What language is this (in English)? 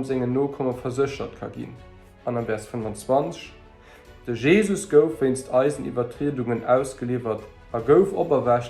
Luxembourgish